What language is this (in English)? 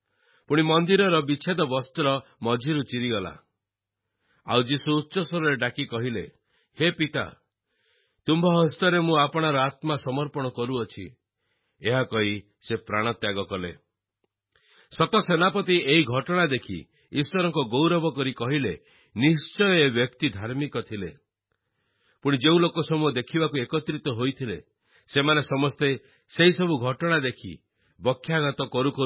Odia